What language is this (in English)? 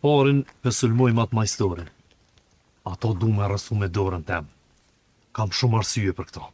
Albanian